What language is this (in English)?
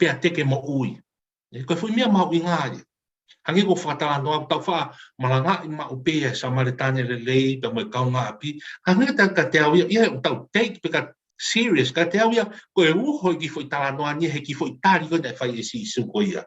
Tongan